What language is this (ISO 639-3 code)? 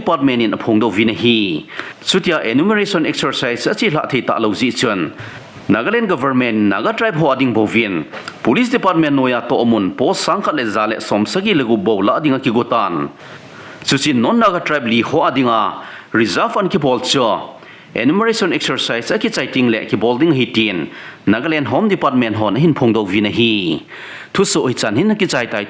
tcz